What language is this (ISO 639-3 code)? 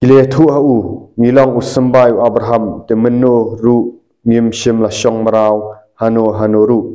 kha